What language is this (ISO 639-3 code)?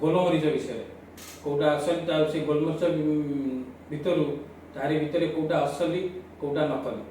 ori